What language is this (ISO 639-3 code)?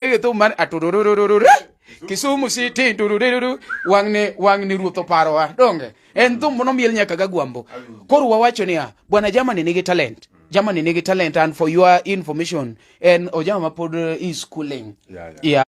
luo